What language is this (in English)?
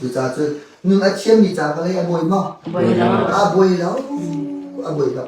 Hakha Chin